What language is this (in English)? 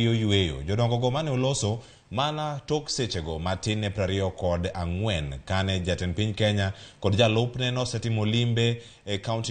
Luo (Kenya and Tanzania)